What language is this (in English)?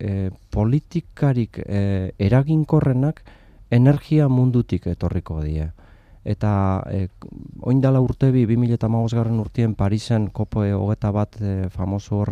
Basque